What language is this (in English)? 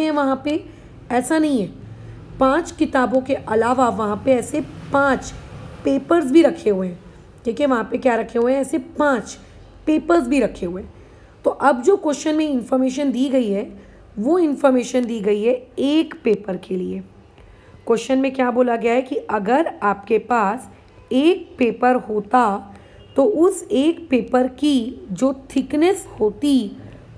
Hindi